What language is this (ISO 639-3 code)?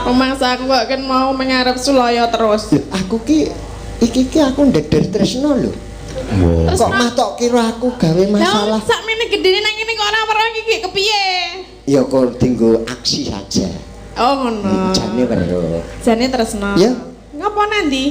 jav